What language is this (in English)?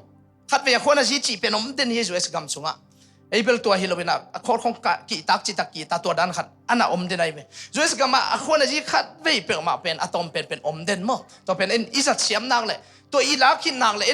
Tedim Chin